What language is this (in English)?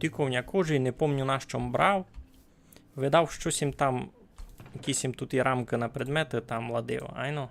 Rusyn